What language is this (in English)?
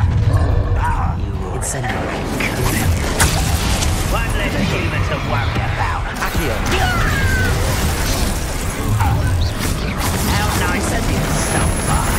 English